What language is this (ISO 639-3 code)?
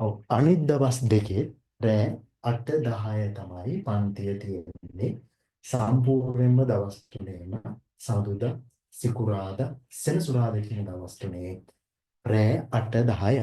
sin